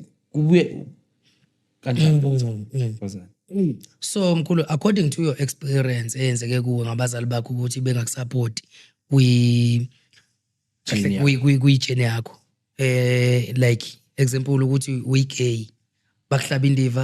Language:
Zulu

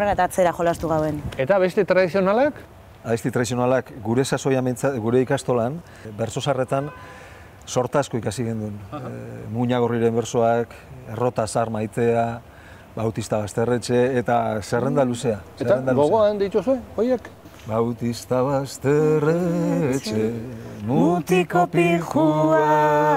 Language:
Basque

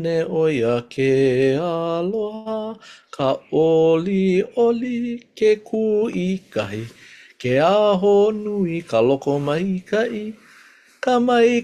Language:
Hawaiian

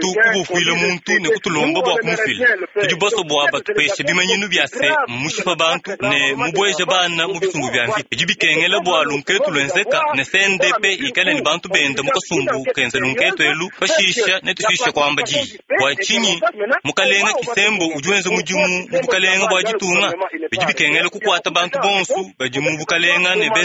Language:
Luba-Lulua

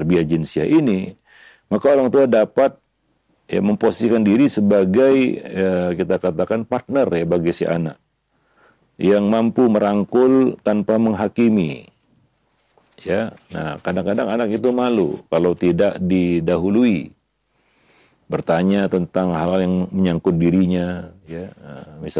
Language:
Indonesian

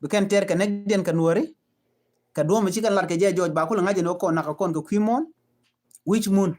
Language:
Nuer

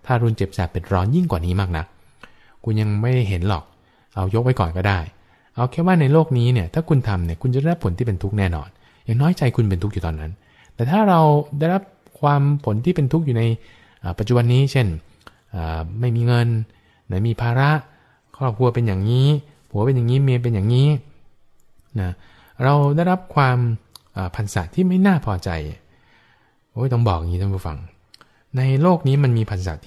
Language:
Thai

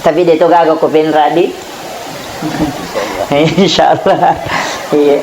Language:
Buginese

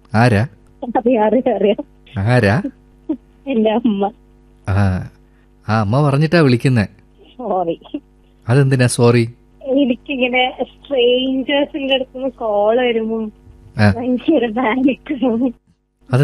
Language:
Malayalam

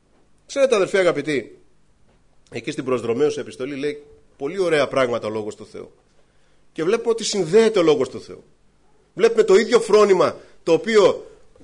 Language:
Greek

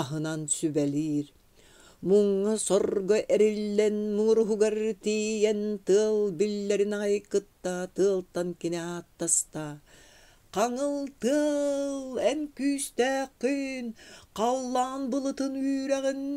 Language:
Yakut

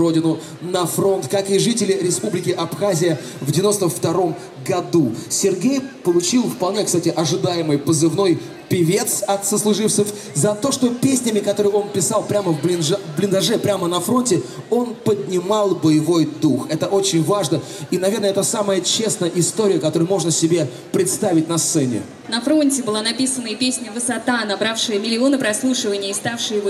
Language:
Russian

